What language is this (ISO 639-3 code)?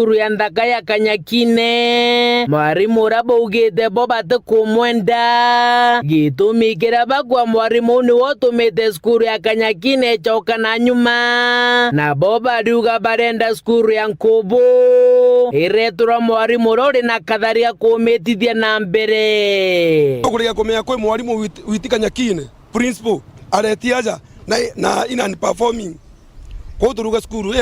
mer